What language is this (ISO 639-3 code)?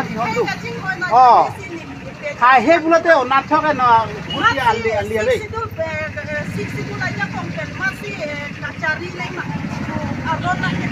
mjw